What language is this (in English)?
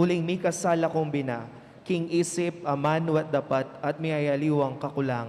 Pampanga